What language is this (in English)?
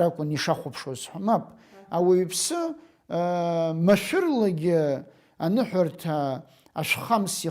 Abkhazian